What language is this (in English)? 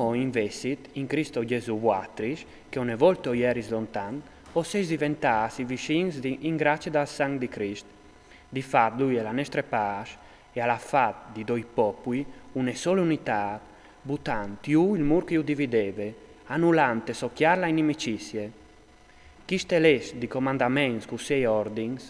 Friulian